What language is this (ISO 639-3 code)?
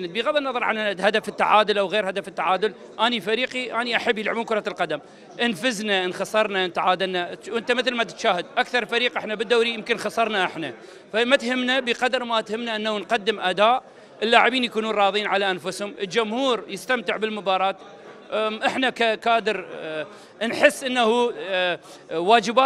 acm